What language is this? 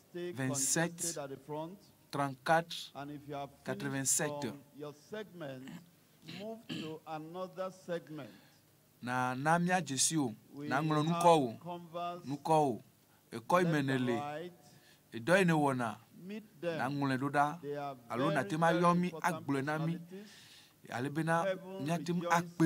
Ewe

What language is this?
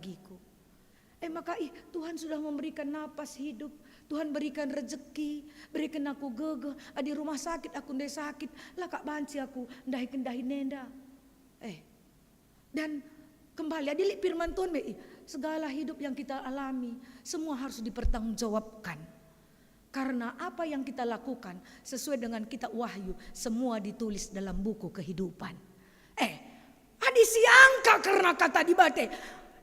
Batak Karo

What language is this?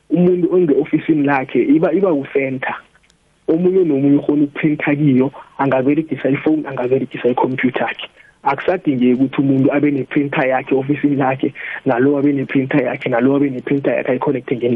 South Ndebele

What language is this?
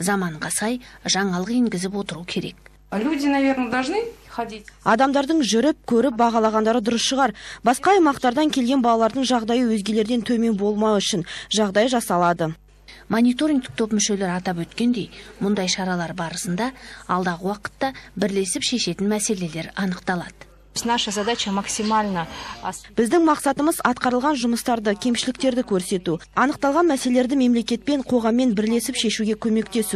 Kazakh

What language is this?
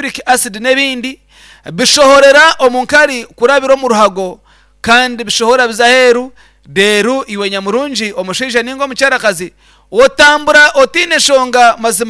Nyankole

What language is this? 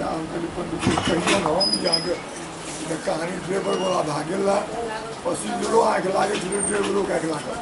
Maithili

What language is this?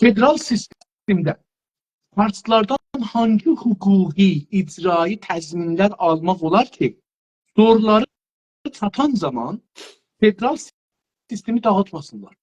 South Azerbaijani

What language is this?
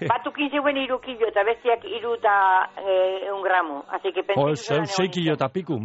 Basque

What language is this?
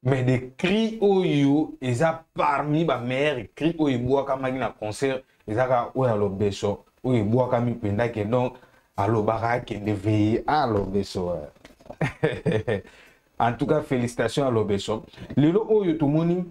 Lingala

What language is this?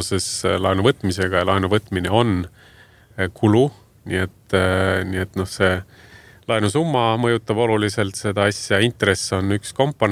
Estonian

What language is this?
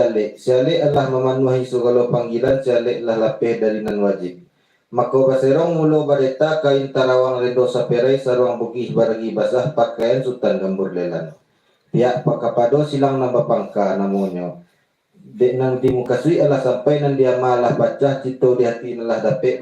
Minangkabau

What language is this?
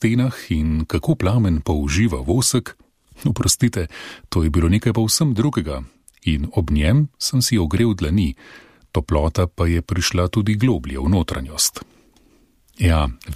Slovenian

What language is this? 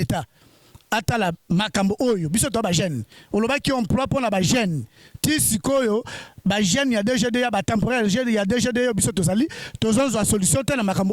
Lingala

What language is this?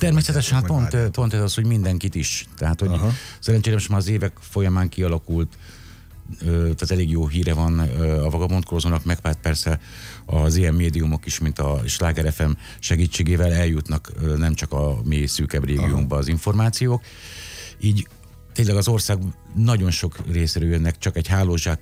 Hungarian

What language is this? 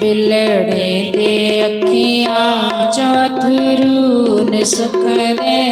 Dogri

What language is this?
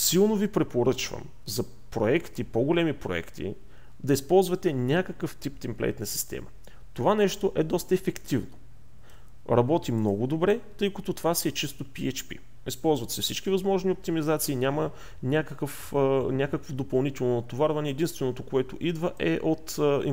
Bulgarian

